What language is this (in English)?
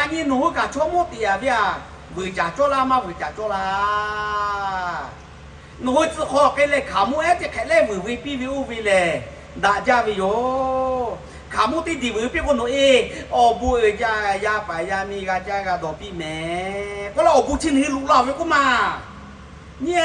Lahu